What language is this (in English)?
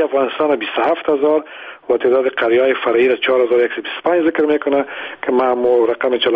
Persian